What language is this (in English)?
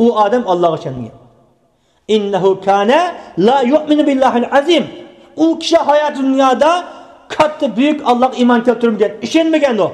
Uyghur